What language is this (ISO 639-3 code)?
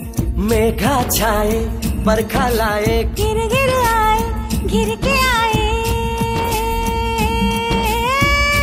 kan